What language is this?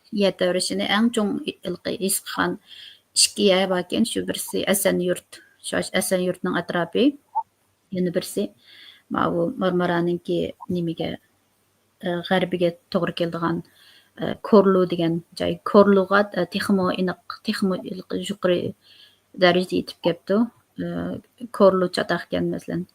Uyghur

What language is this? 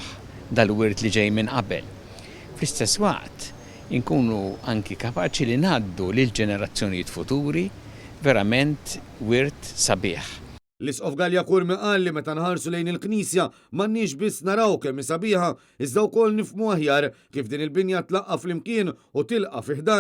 Maltese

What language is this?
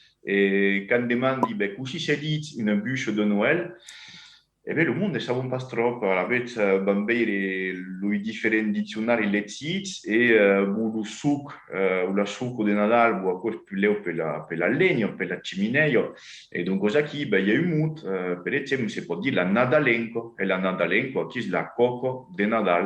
Occitan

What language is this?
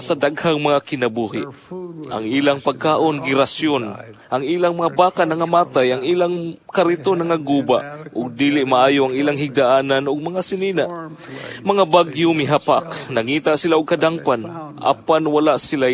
Cebuano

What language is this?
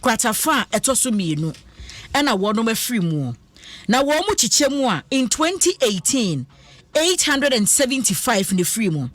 Akan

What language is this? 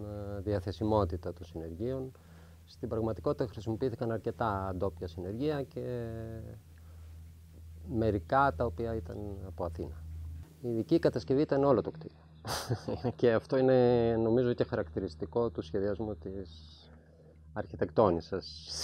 Greek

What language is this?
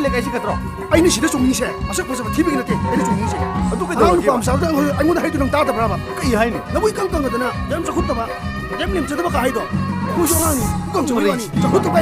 Manipuri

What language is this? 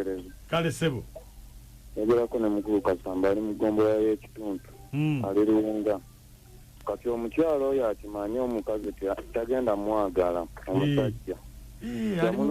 Ganda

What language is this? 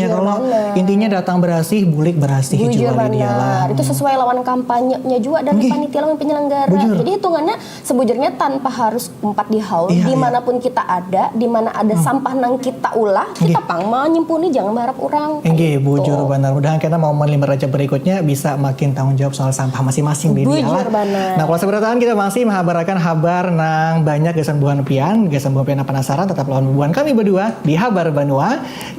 Banjar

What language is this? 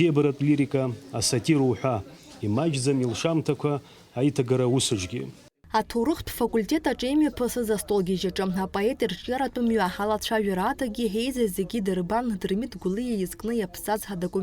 Abkhazian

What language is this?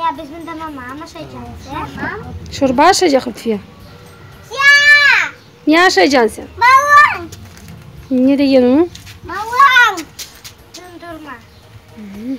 Crimean Tatar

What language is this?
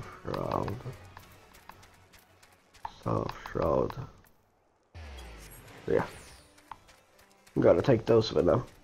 English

